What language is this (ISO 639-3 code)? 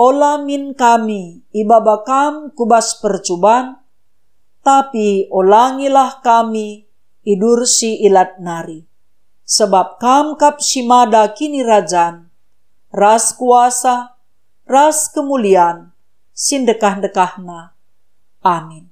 btx